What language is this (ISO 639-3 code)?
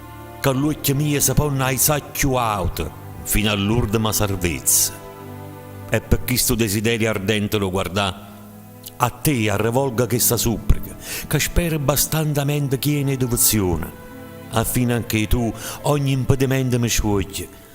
nap